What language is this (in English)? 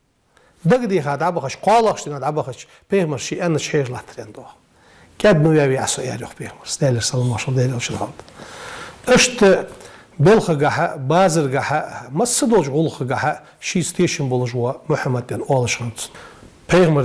Ingush